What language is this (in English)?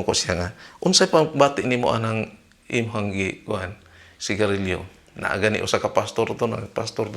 Cebuano